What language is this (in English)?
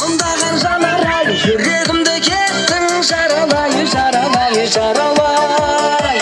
Kara-Kalpak